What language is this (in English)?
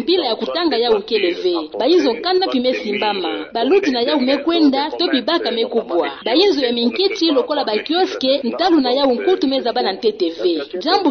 Kituba (Democratic Republic of Congo)